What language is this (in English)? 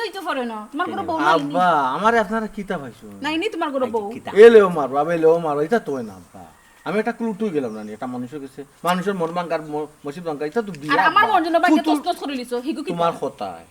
Sylheti